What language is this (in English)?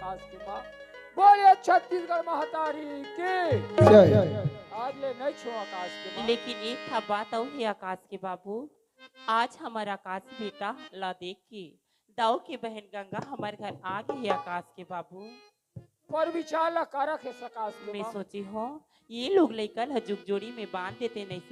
Chhattisgarhi